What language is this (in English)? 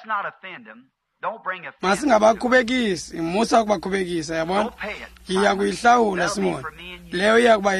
Xhosa